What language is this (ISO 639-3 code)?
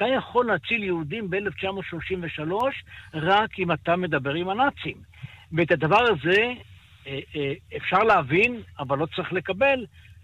heb